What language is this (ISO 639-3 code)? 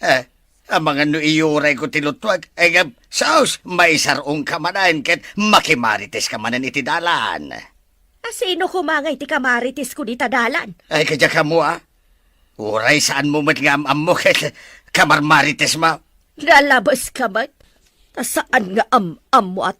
ilo